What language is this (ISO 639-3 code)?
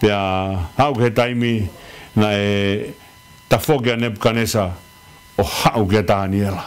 ton